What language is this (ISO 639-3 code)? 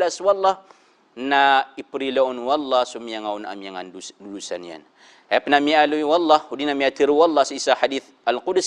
mrw